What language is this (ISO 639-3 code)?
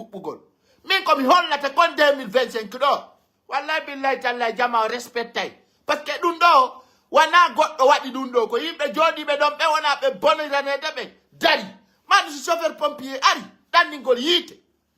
fuf